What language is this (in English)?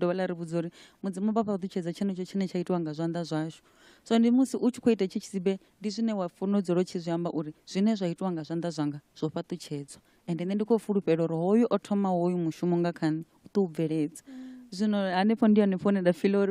Venda